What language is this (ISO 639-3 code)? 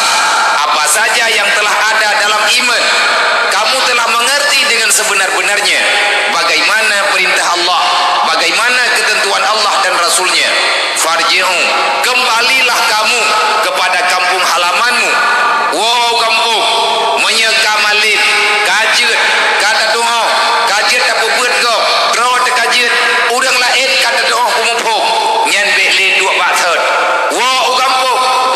ace